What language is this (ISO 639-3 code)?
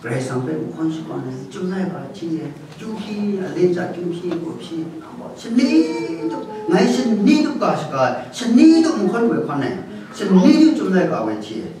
kac